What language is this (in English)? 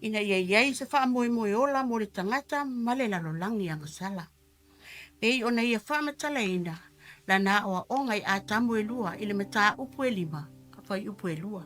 Samoan